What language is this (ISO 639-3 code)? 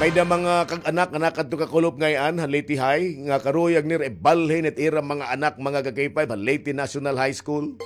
war